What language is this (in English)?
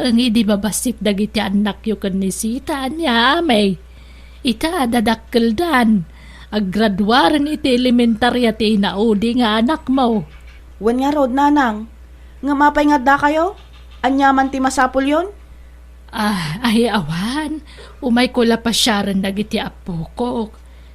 Iloko